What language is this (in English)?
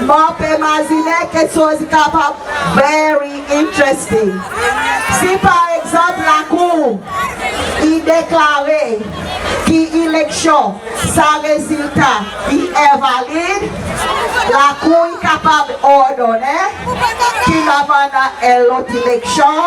Seselwa Creole French